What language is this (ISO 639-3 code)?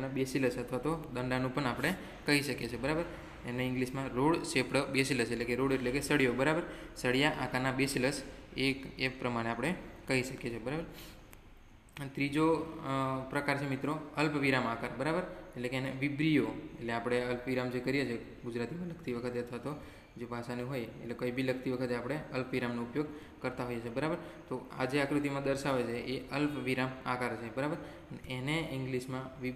guj